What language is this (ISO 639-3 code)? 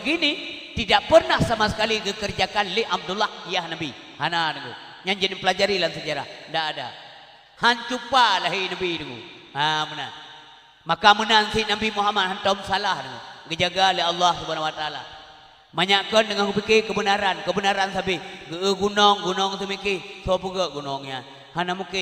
ace